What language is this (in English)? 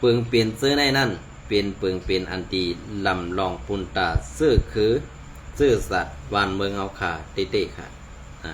Shan